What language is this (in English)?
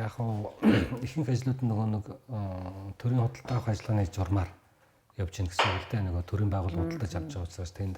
Mongolian